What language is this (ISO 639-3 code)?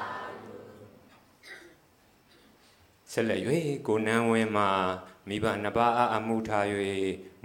mya